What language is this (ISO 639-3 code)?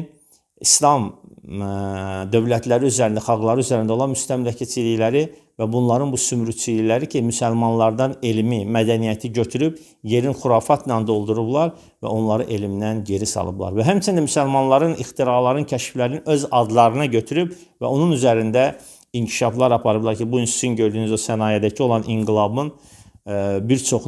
aze